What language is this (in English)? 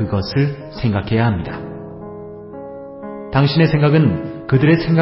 Korean